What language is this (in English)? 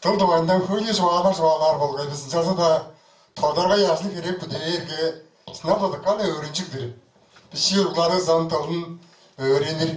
Tuvinian